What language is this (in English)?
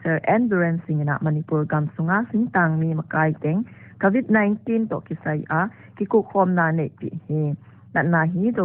Paite Chin